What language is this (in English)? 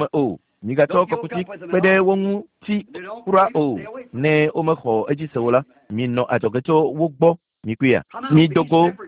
Ewe